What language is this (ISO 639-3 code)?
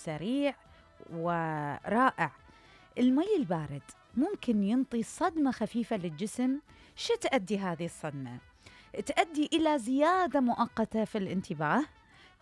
acm